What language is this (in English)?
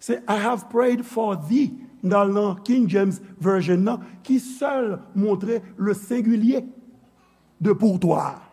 Haitian Creole